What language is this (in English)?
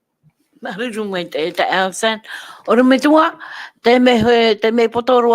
Tahitian